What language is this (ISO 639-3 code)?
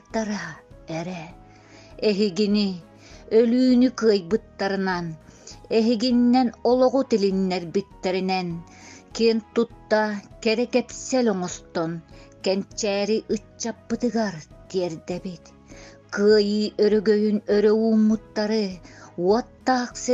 sah